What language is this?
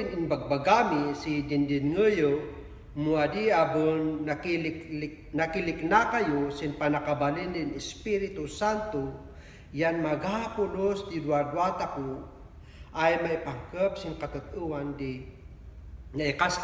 Kankanaey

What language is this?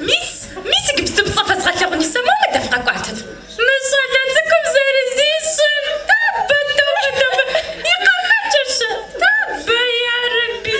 Kabardian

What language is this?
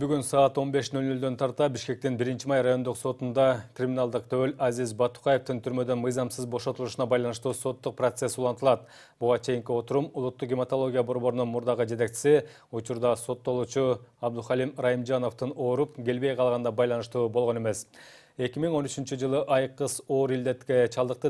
Kyrgyz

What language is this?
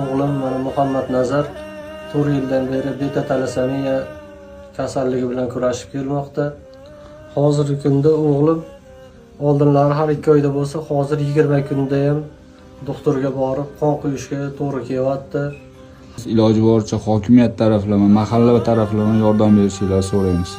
Uzbek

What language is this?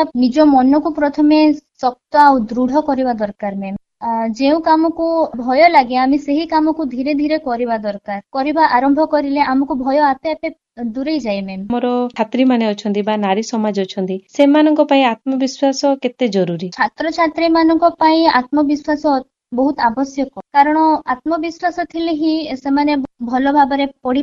Odia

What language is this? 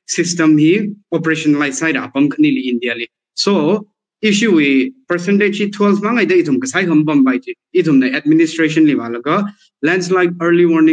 Tangkhul Naga (India)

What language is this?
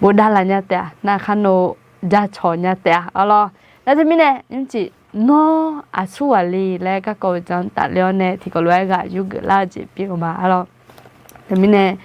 Akha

